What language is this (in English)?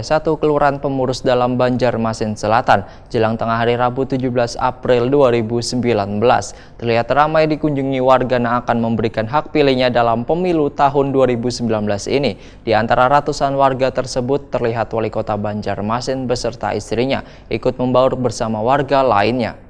Banjar